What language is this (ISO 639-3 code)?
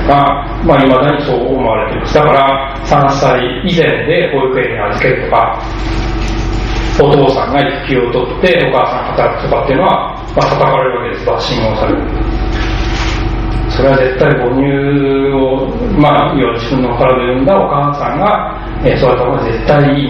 jpn